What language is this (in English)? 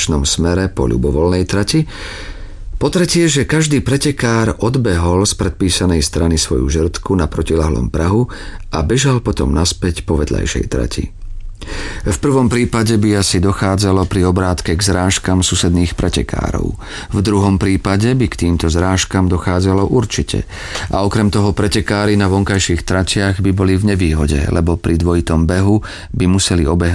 Slovak